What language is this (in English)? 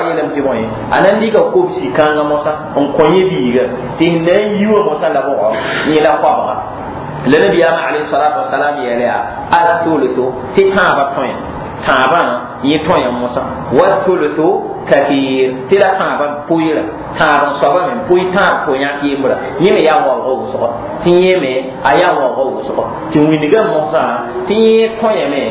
Mossi